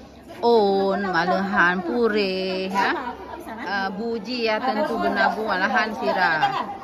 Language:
Achinese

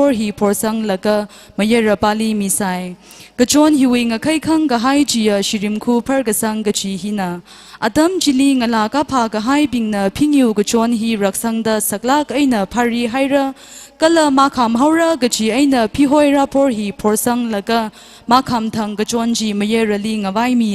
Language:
Tangkhul Naga (India)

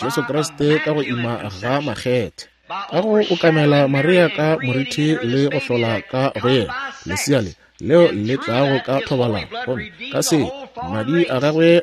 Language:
Northern Sotho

